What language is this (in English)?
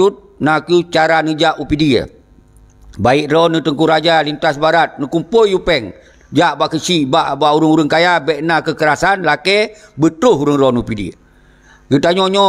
Achinese